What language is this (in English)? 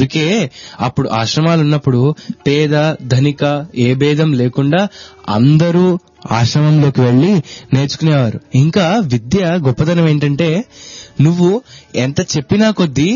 Telugu